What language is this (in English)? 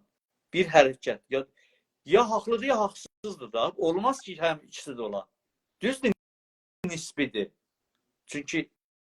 South Azerbaijani